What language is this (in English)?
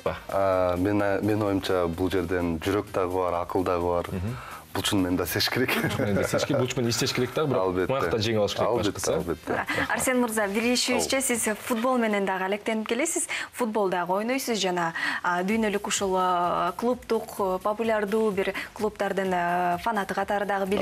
Kyrgyz